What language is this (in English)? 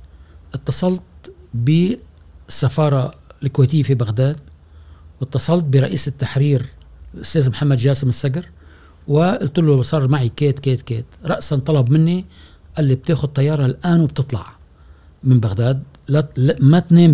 Gulf Arabic